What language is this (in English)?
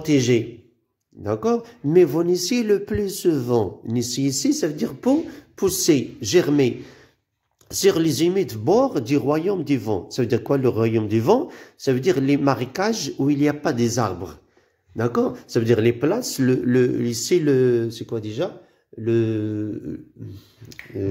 French